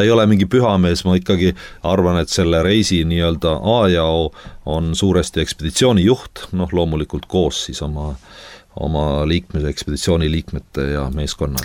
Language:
Estonian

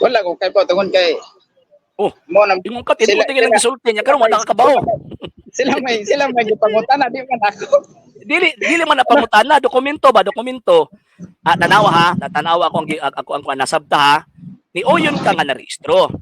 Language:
Cebuano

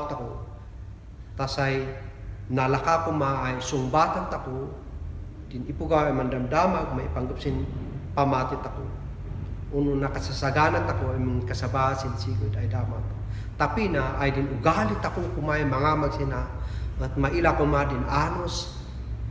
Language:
Kankanaey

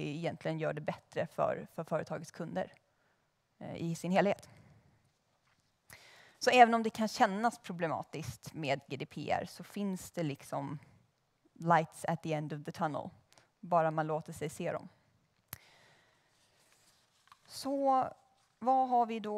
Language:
Swedish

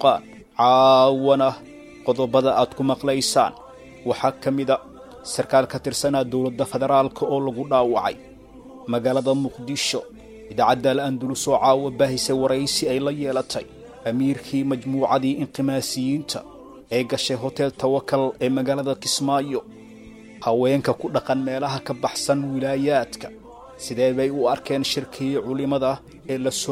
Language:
Somali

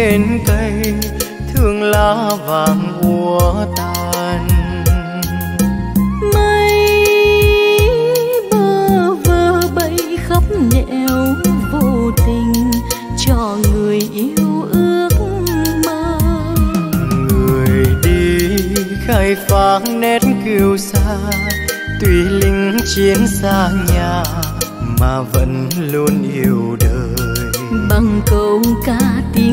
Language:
Vietnamese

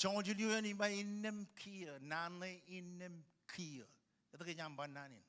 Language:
Marshallese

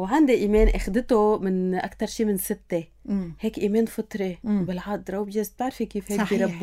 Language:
North Levantine Arabic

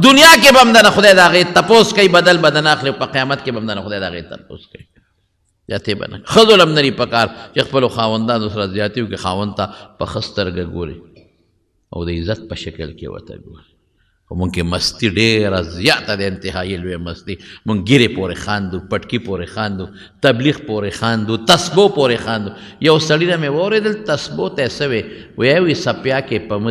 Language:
Pashto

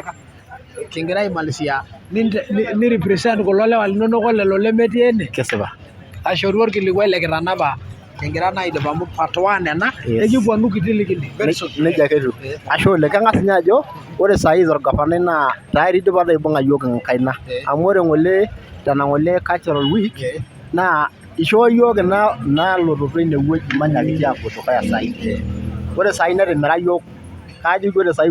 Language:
Masai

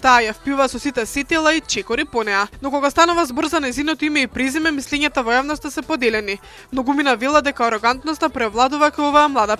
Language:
Macedonian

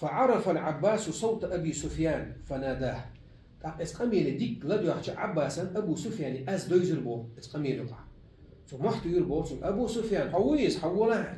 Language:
Chechen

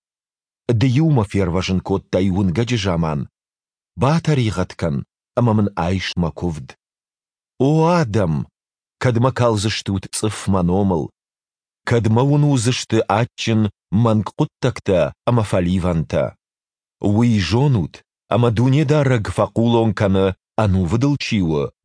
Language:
Ossetic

